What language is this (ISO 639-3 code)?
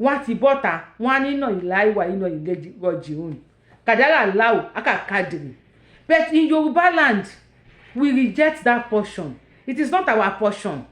yor